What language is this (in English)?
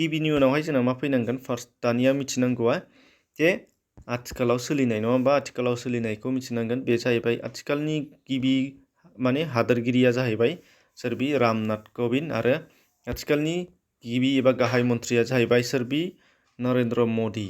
Bodo